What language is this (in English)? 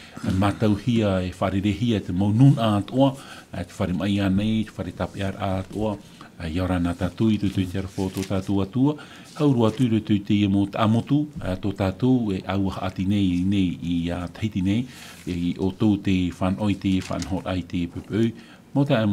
Tahitian